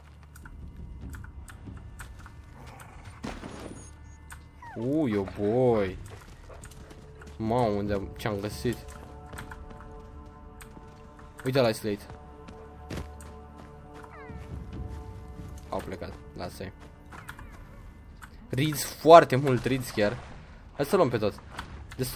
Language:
Romanian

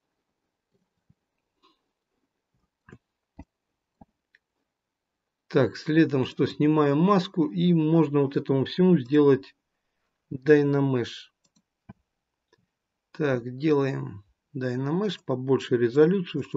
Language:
Russian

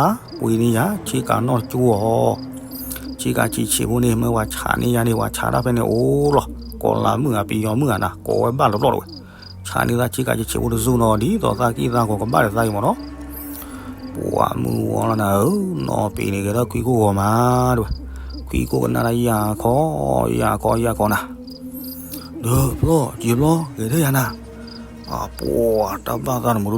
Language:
S'gaw Karen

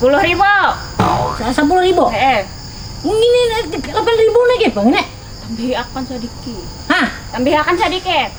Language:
Banjar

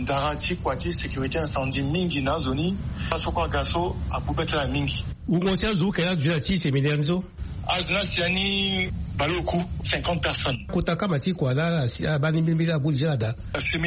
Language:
Sango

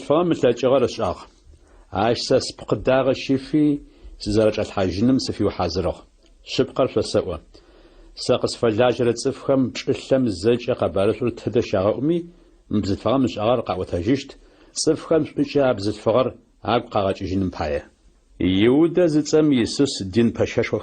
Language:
Adyghe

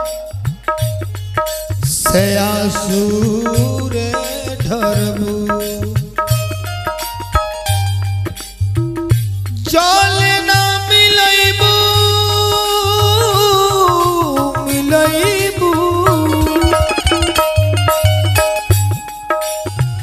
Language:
Bhojpuri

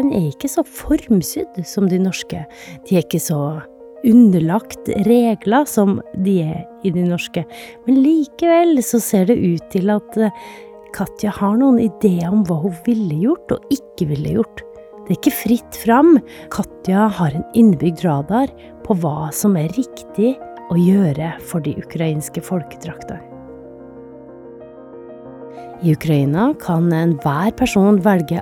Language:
Norwegian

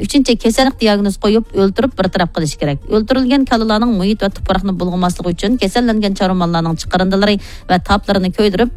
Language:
Uyghur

